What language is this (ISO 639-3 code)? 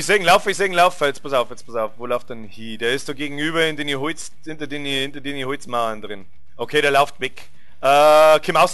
bar